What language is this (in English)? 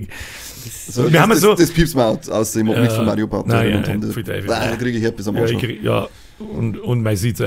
Bavarian